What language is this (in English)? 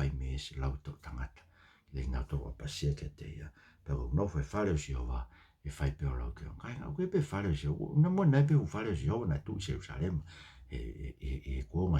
Tongan